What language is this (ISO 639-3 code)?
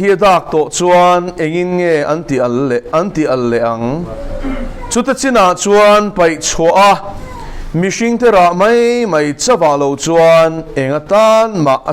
lus